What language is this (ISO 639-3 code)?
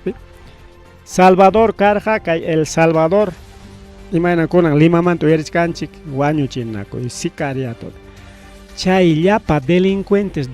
quy